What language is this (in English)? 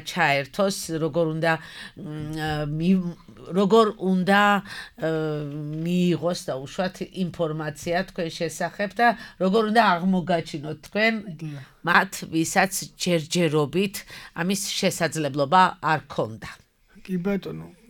Georgian